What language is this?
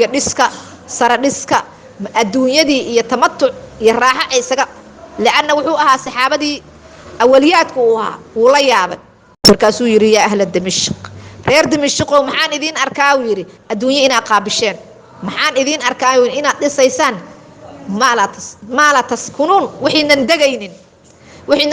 Somali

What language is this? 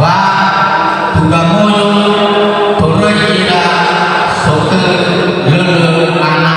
Nias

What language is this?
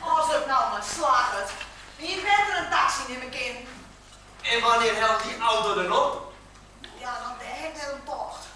Western Frisian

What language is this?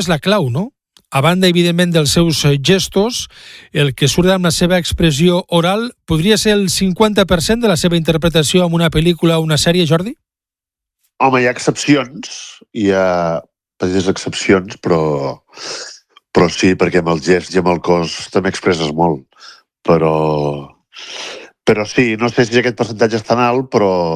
Catalan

